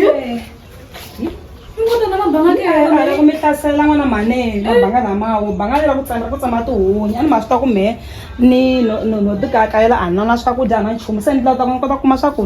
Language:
Tsonga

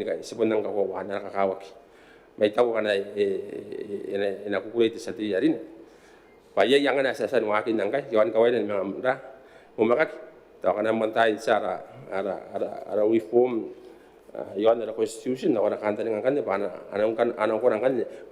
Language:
Gilbertese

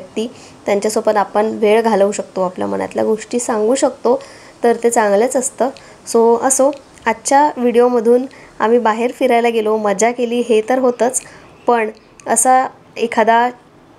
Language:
Marathi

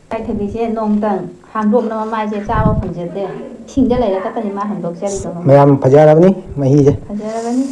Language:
Manipuri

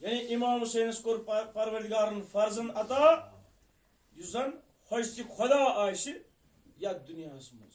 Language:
Kashmiri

